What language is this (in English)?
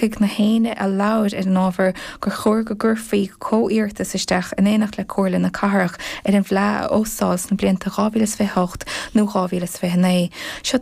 Irish